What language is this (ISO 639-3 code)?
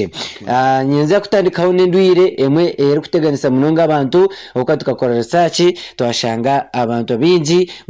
nyn